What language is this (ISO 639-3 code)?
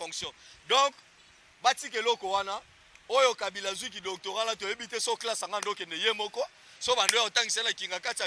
lin